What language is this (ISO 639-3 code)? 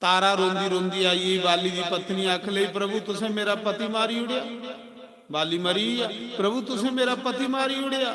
doi